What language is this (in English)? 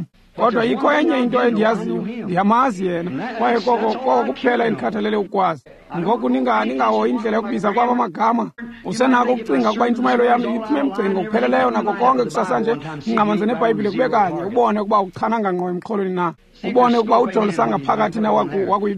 Xhosa